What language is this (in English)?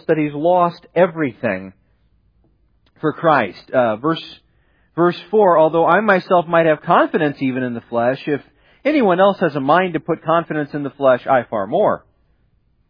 English